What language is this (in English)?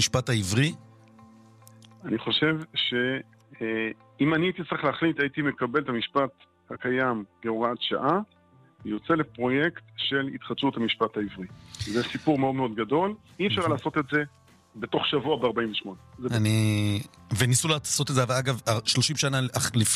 Hebrew